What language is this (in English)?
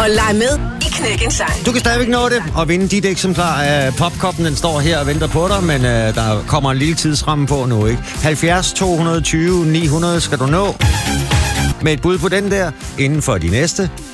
Danish